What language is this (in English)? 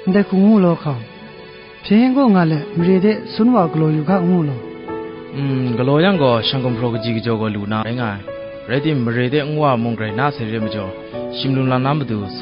Kachin